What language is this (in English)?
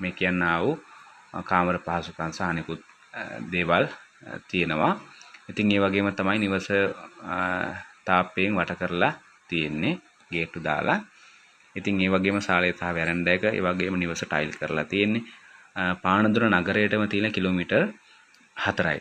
Sinhala